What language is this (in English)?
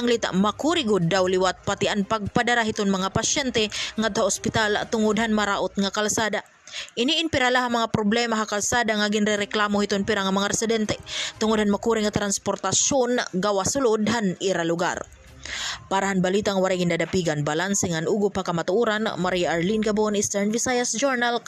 Waray